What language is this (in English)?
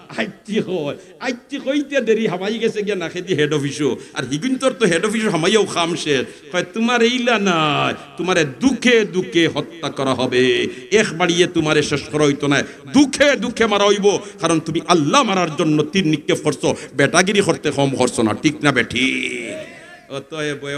Sylheti